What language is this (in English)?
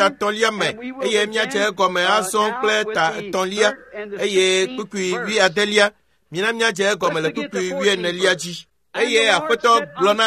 Ewe